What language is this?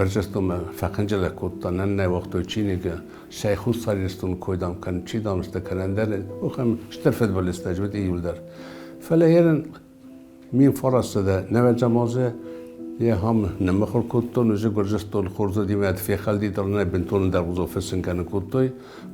Ossetic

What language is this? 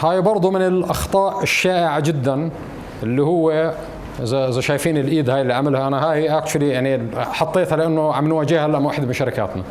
North Levantine Arabic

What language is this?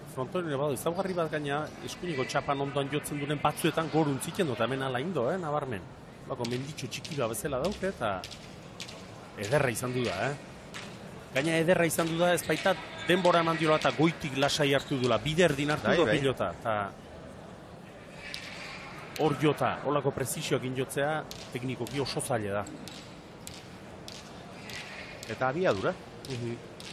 Basque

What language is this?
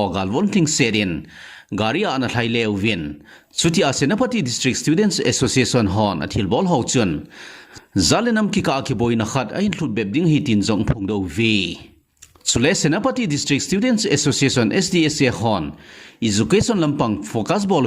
Thado Chin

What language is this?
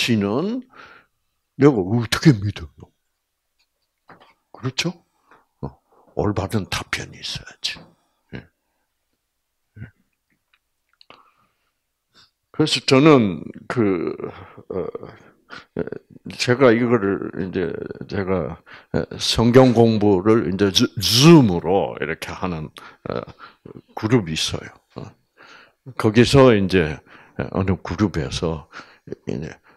Korean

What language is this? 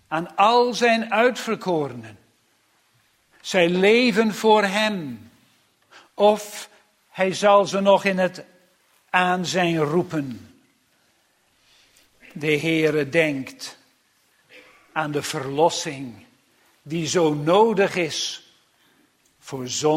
Dutch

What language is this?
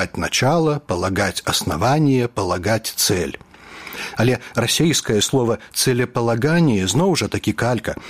Belarusian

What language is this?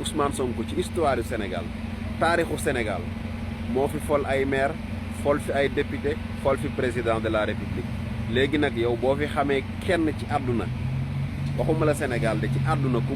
Wolof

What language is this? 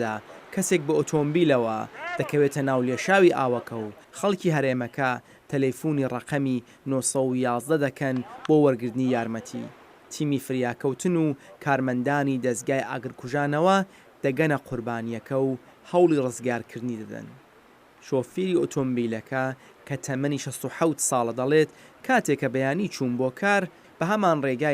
Central Kurdish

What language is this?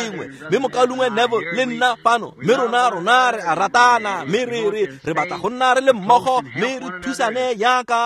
Tswana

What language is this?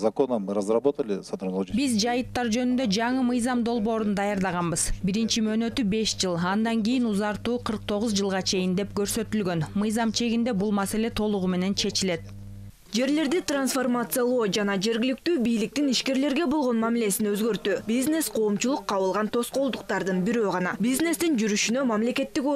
Kyrgyz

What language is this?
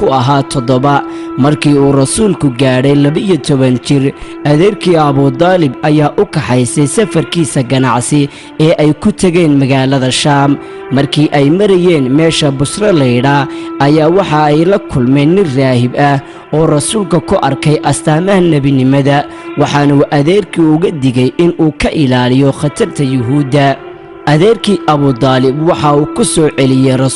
Somali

